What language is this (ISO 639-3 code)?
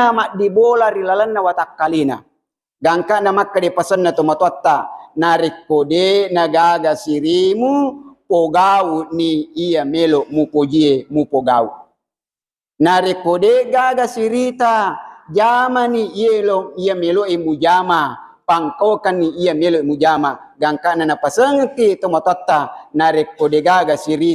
bug